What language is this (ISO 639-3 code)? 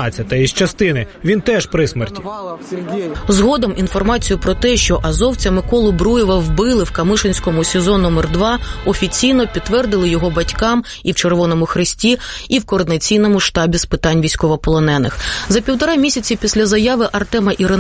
ukr